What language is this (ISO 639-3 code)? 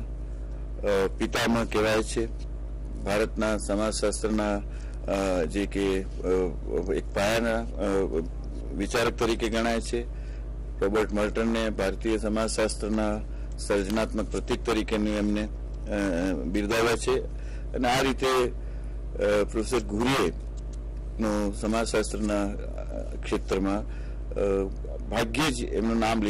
guj